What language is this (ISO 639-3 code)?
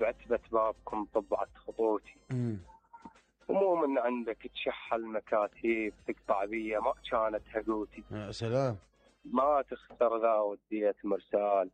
acm